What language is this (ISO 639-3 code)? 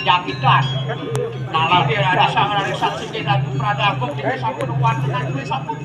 ban